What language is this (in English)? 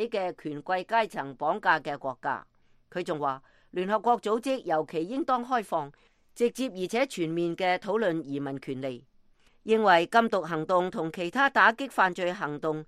Cantonese